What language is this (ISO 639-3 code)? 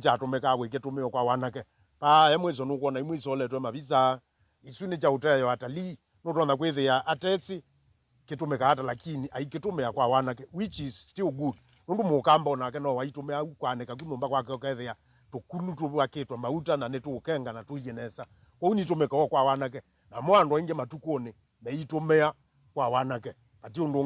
kam